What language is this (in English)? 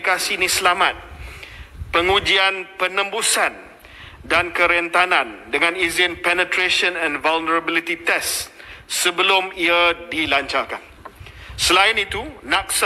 Malay